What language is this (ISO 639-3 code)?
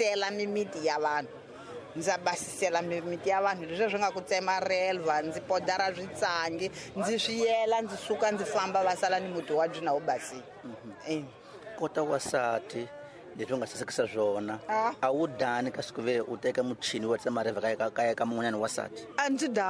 tso